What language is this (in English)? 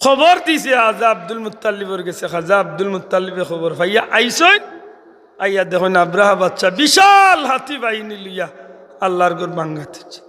Sylheti